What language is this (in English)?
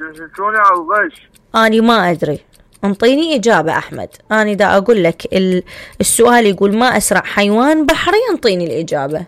Mesopotamian Arabic